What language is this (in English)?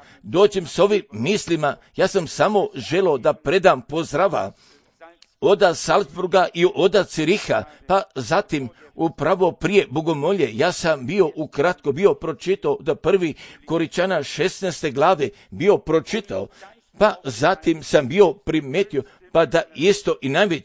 Serbian